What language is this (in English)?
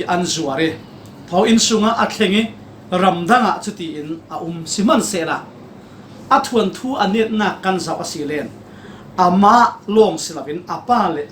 Falam Chin